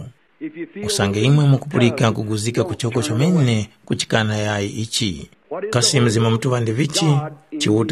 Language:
Tumbuka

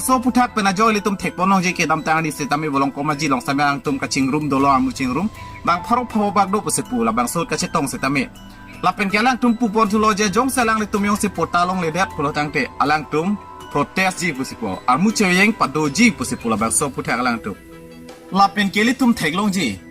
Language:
Karbi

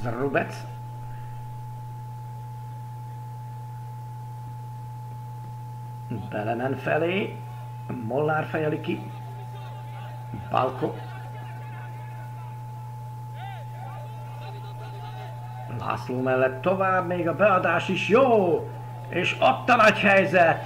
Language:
Hungarian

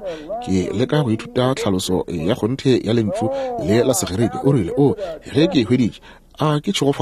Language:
Northern Sotho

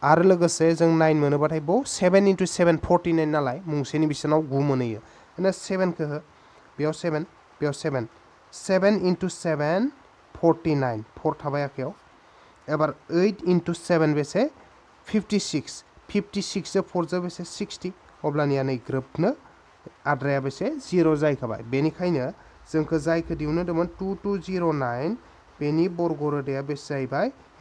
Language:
Bodo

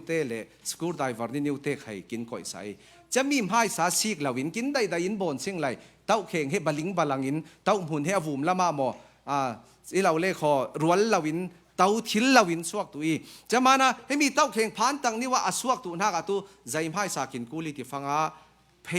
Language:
Falam Chin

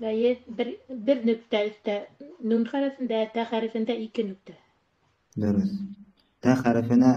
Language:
Bashkir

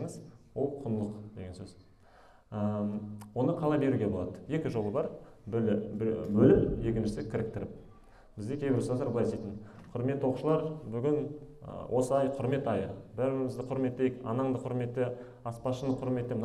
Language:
Kazakh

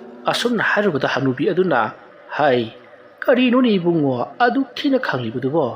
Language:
Manipuri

